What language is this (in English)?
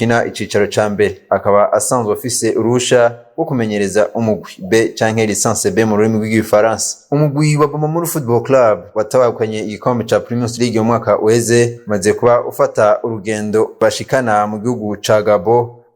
Rundi